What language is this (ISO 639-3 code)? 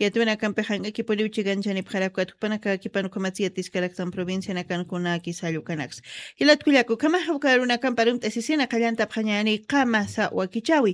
aym